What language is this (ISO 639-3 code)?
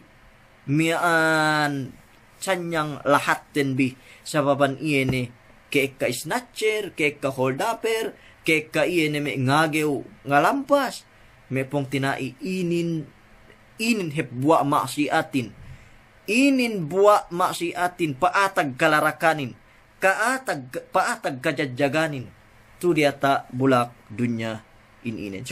yka